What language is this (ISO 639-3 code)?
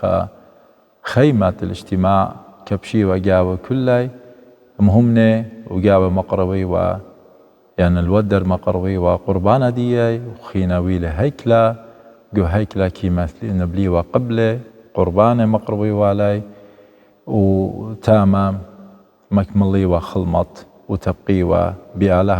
aii